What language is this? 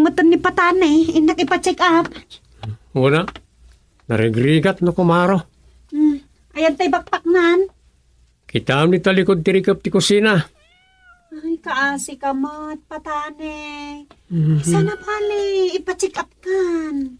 Iloko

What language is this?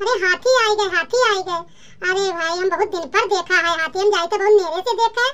Awadhi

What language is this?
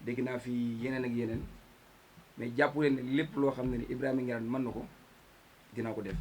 Wolof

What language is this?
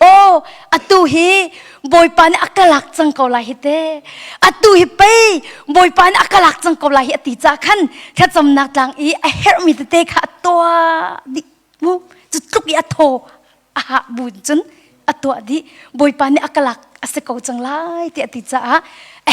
Hakha Chin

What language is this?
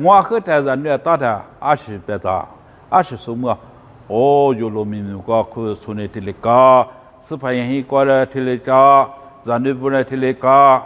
Lisu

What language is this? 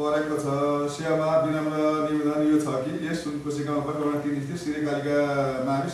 Nepali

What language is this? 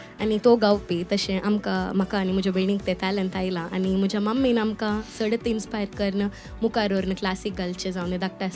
Konkani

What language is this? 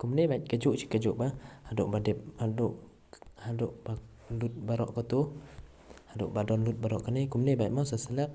Khasi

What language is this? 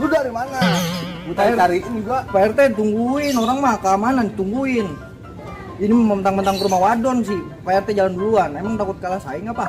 Betawi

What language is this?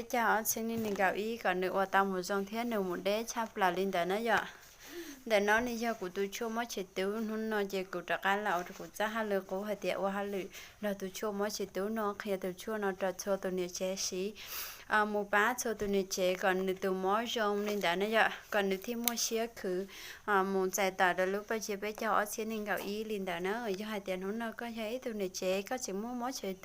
Hmong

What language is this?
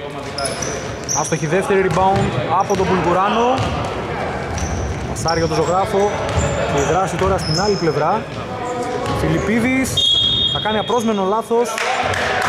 Greek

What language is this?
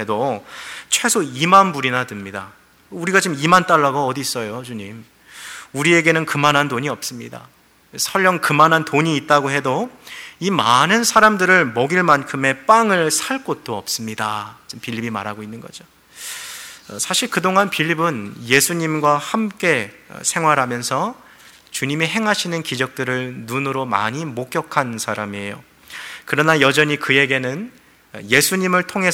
Korean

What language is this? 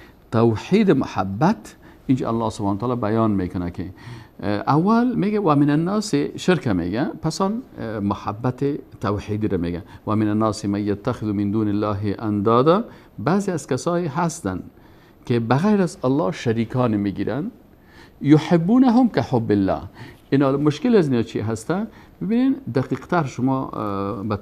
Persian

